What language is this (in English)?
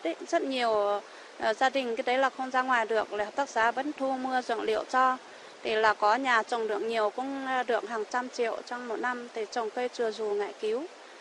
Vietnamese